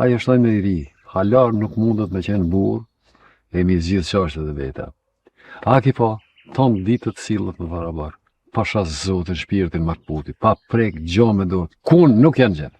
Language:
Albanian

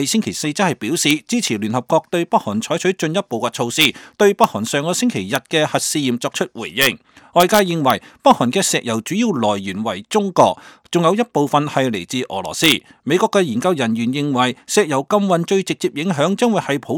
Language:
Cantonese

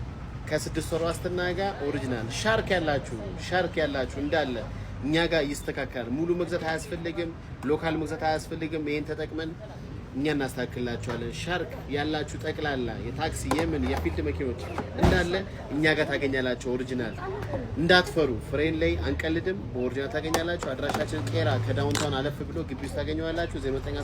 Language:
Amharic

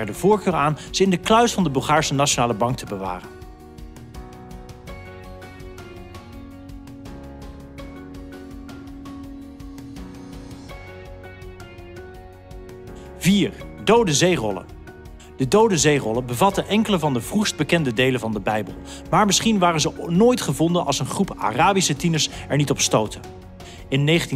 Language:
Dutch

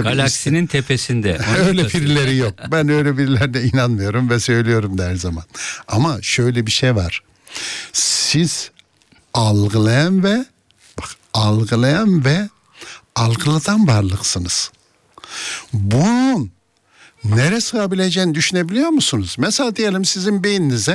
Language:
Turkish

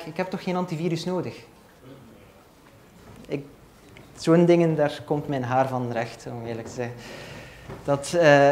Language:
Dutch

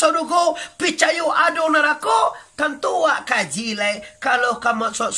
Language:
Minangkabau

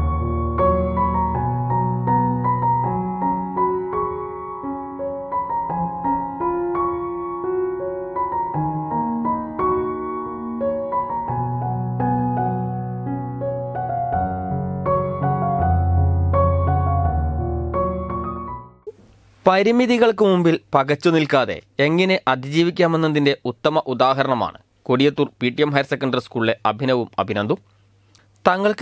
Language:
Malayalam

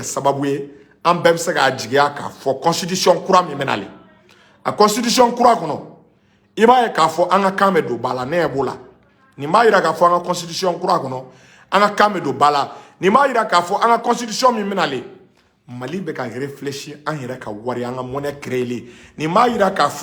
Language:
Bambara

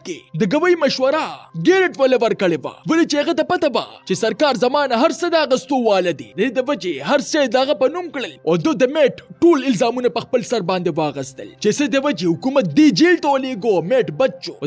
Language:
Pashto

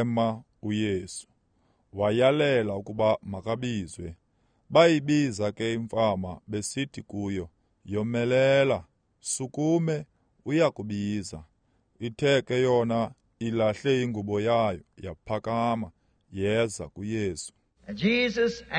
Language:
Xhosa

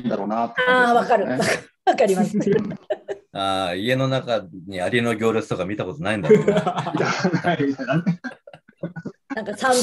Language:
Japanese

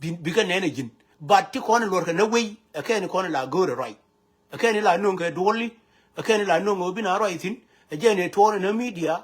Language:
Nuer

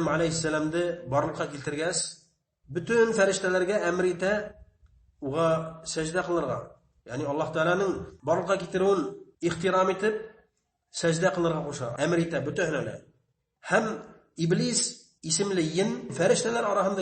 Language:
Bashkir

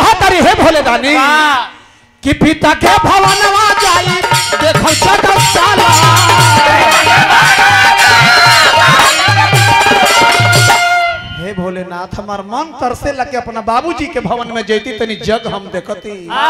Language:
Bhojpuri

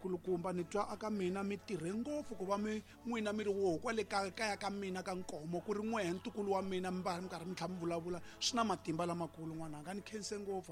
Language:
Tsonga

